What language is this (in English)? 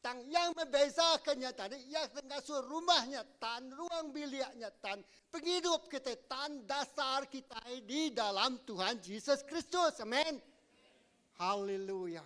Iban